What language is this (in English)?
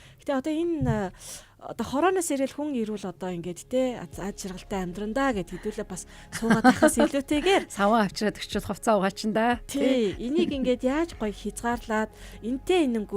Mongolian